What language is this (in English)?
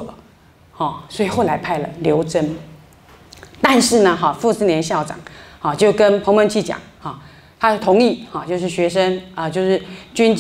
Chinese